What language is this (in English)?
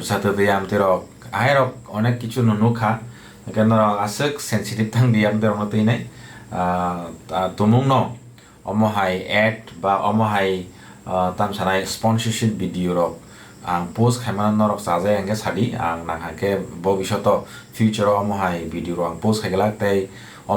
Kok Borok